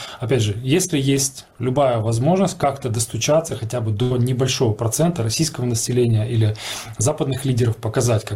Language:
Russian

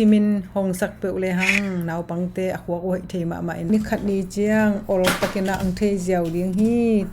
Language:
Tedim Chin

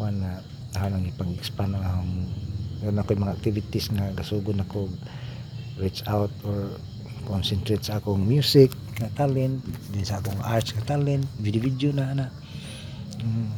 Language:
Cebuano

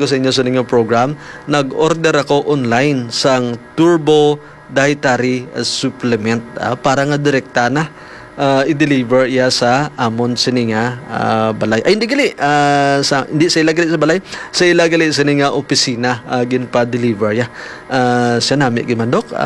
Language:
Hiligaynon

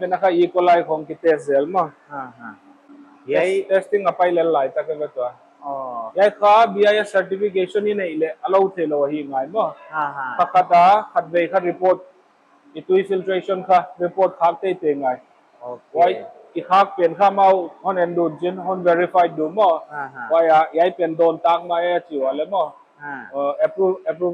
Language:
Paite Chin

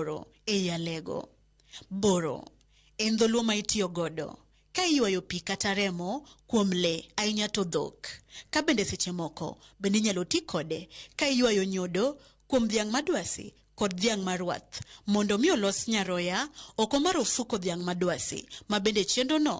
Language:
Luo (Kenya and Tanzania)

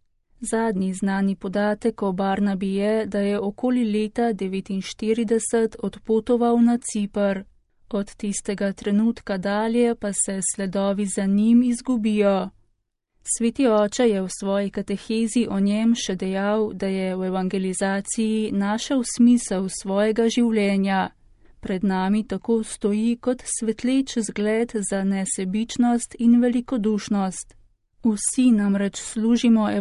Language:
Slovenian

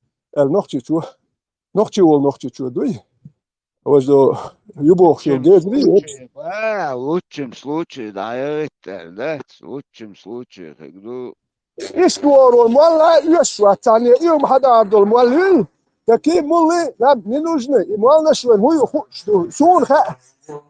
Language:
Chechen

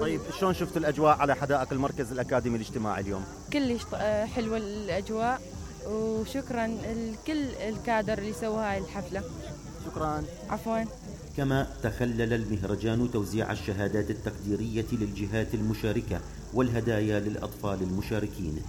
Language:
Mesopotamian Arabic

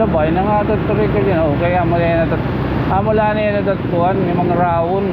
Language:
Waray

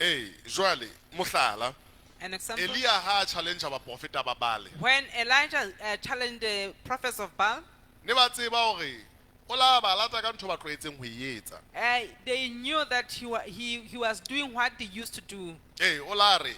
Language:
Southern Sotho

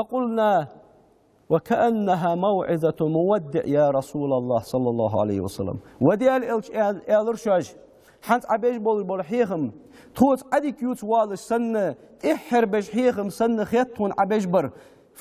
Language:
Ingush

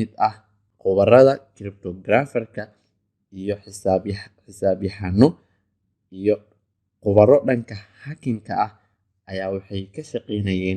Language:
Somali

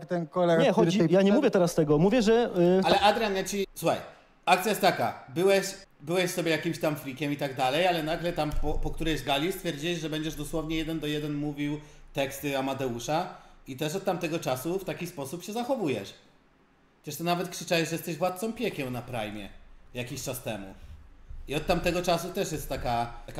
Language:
Polish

